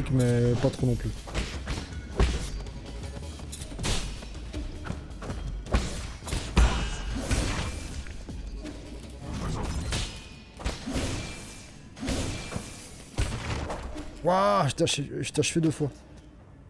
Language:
French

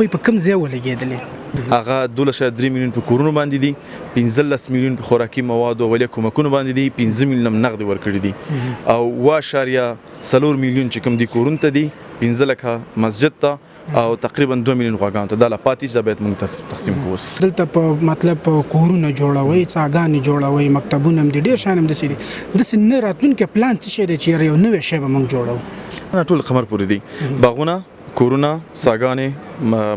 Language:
Pashto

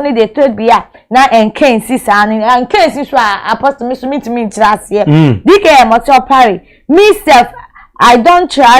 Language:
Akan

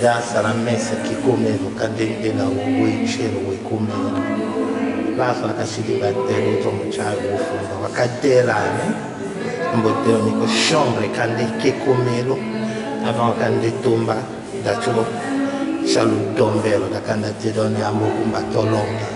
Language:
Tetela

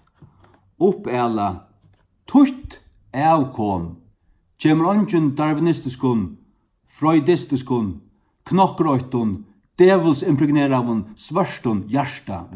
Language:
Faroese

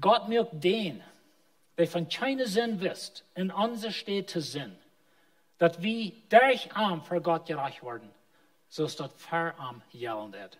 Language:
Plautdietsch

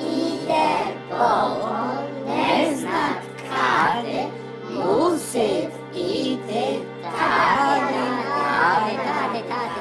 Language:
Rusyn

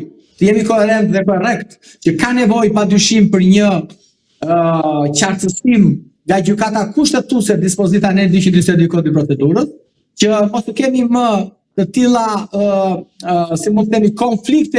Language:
Albanian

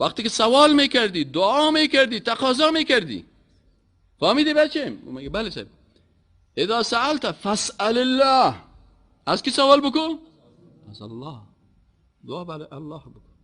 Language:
Persian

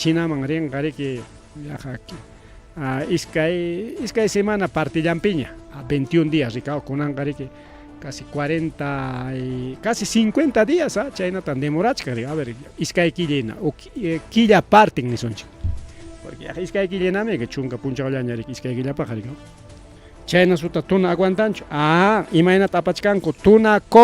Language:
Ayacucho Quechua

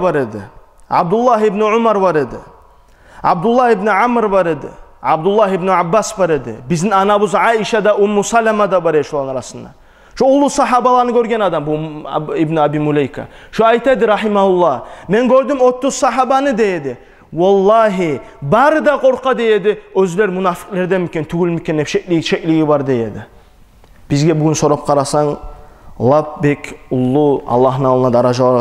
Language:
Kumyk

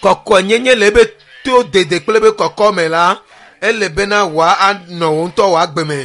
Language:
Ewe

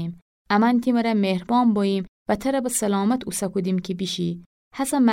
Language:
Gilaki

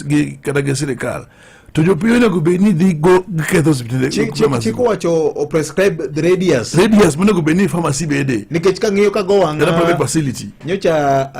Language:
Luo (Kenya and Tanzania)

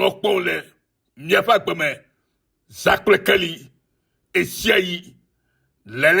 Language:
Ewe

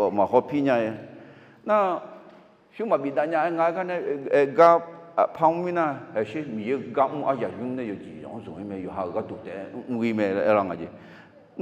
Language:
Akha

